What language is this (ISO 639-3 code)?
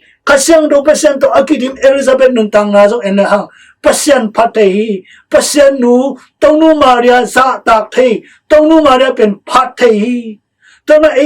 ctd